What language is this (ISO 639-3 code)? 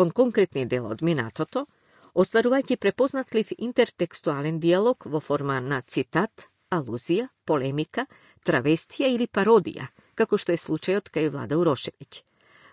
mkd